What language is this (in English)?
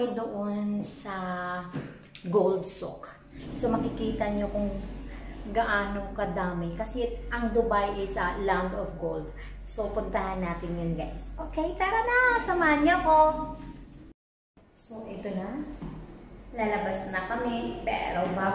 Filipino